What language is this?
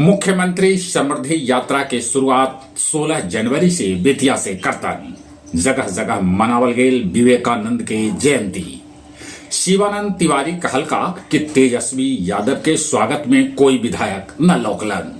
Magahi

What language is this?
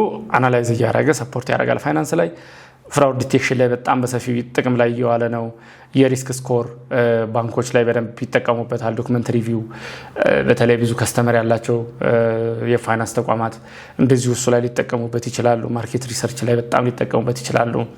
Amharic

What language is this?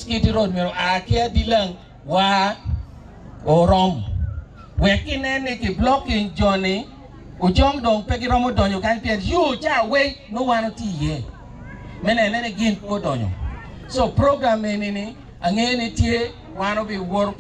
Acoli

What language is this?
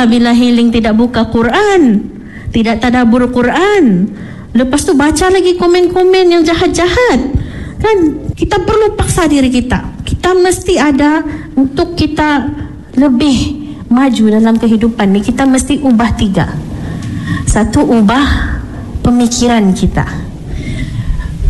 Malay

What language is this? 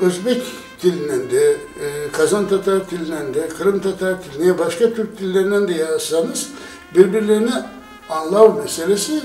Crimean Tatar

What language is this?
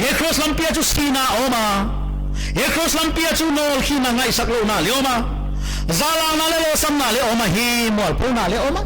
Paite Chin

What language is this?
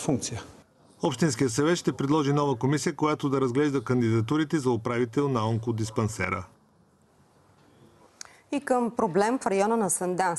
Bulgarian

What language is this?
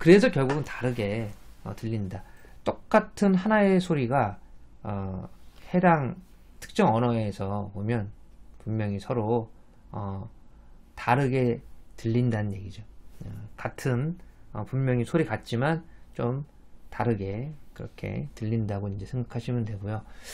Korean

